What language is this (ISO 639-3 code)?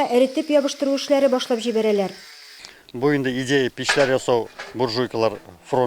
tat